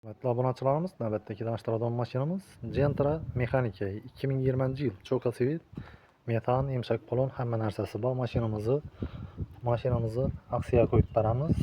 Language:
Uzbek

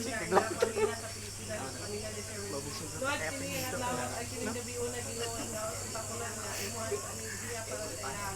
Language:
Cebuano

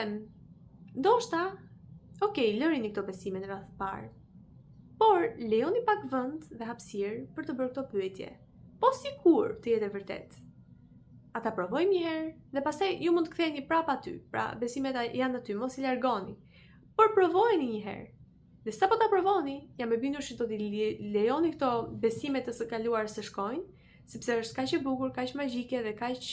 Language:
Albanian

